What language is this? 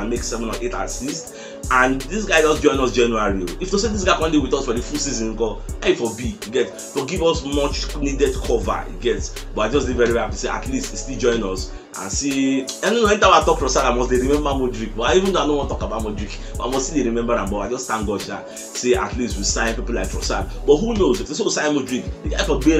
Nigerian Pidgin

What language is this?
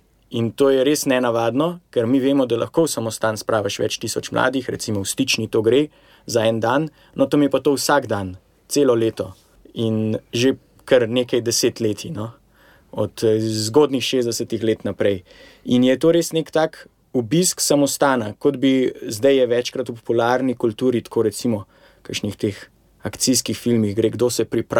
Slovenian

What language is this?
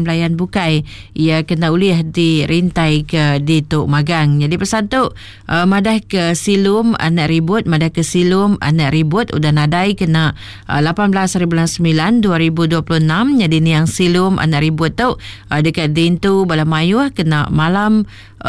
Iban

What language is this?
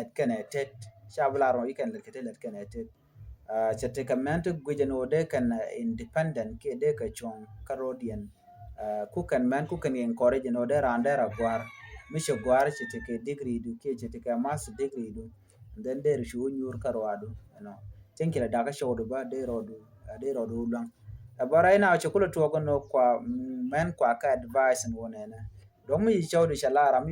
Nuer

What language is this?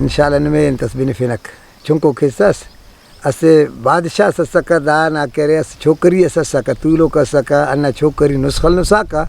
Brahui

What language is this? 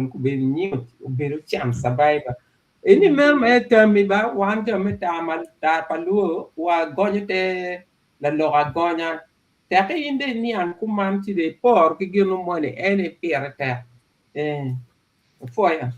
Acoli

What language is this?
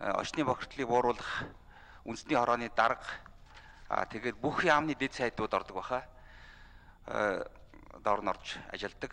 Mongolian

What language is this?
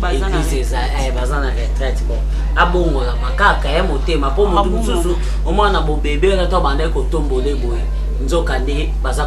Lingala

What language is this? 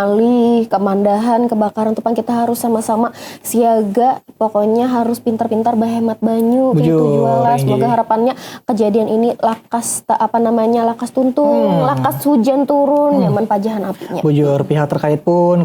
Banjar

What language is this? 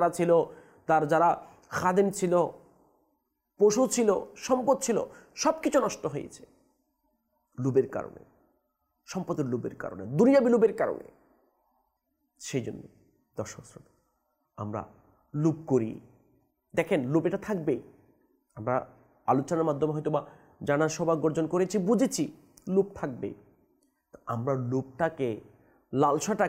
Bangla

